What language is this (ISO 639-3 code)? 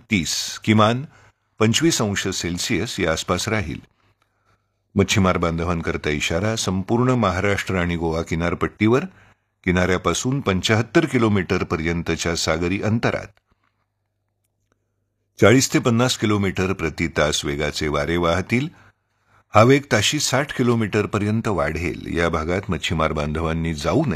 mar